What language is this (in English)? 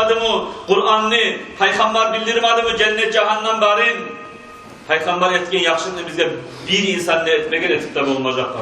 Kumyk